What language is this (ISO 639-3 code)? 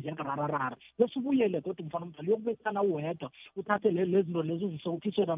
nbl